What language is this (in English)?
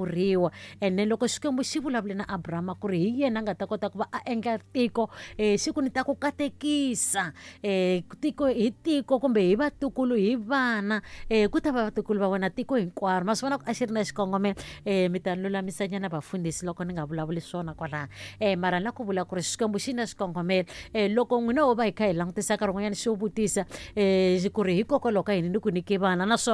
Tsonga